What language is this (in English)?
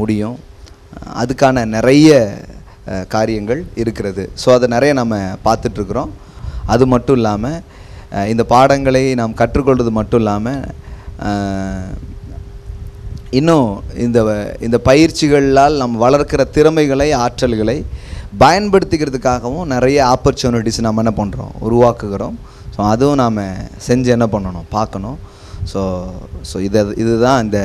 Tamil